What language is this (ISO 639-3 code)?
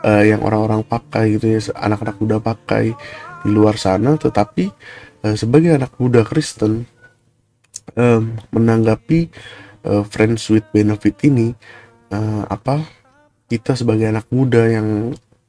ind